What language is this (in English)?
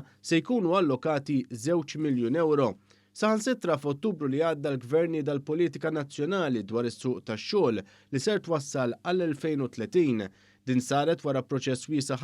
Maltese